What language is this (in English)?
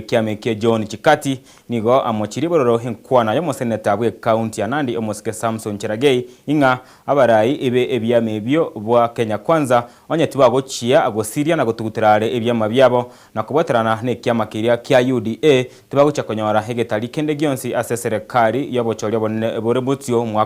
Gusii